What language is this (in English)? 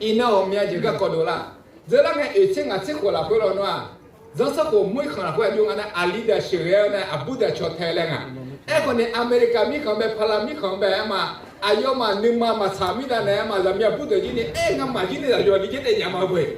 Akha